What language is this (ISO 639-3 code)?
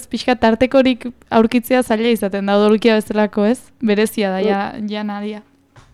eus